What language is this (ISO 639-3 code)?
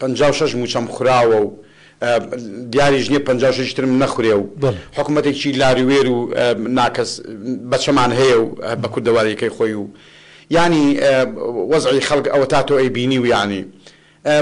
ckb